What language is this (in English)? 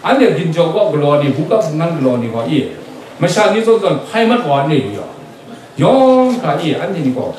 Kachin